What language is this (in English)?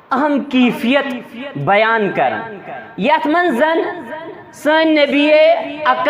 Kashmiri